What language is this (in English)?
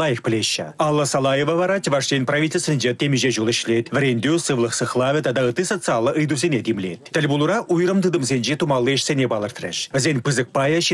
Chuvash